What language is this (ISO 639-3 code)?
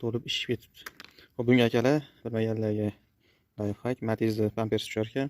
uzb